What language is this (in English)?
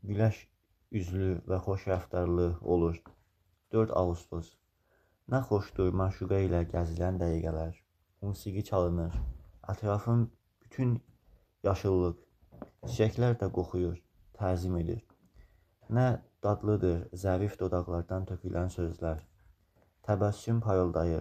Azerbaijani